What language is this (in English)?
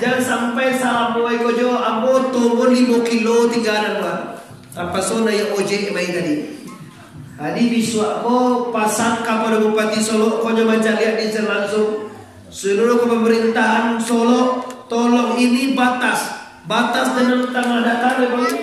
Minangkabau